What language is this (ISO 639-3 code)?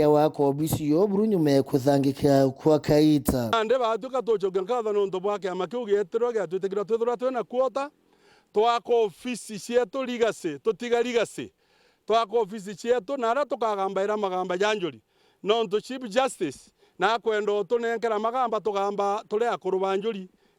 mer